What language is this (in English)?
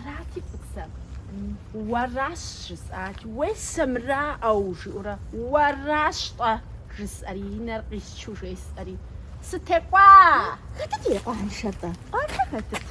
Kabardian